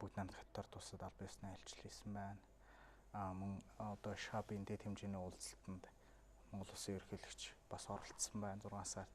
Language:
Mongolian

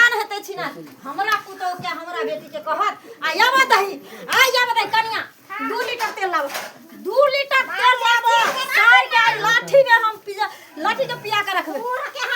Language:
Maithili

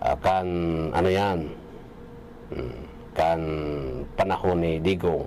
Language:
Bikol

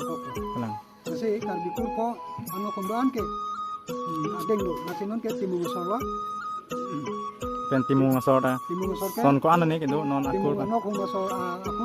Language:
Karbi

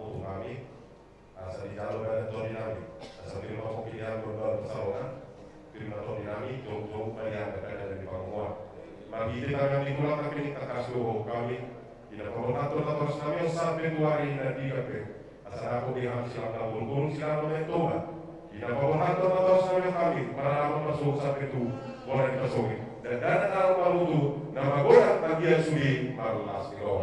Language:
Batak Toba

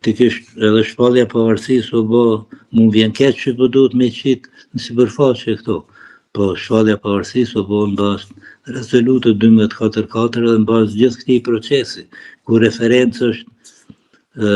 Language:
Albanian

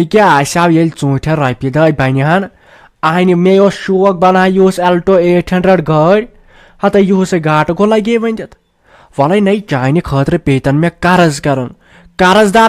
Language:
Kashmiri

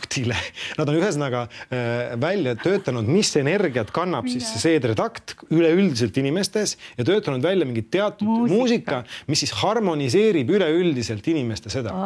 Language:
Estonian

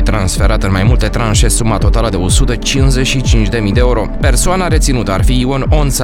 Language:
Romanian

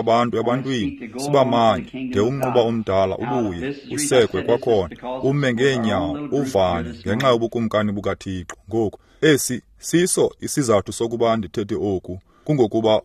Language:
Xhosa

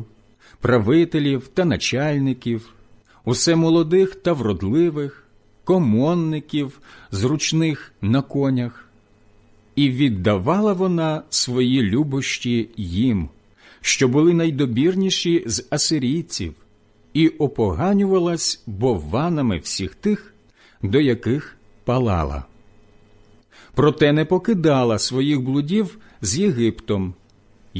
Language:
Ukrainian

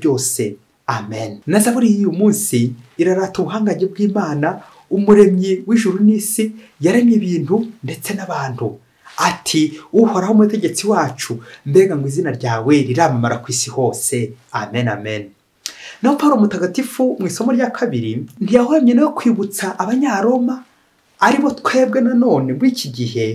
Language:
Kinyarwanda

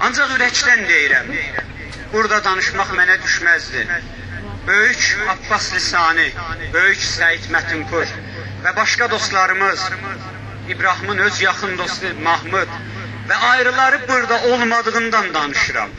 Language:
South Azerbaijani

